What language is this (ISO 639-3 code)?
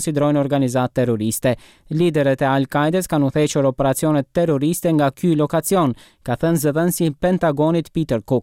sqi